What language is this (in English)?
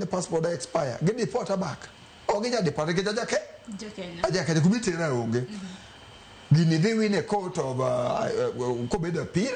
Luo (Kenya and Tanzania)